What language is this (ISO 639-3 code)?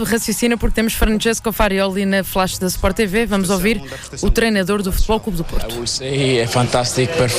por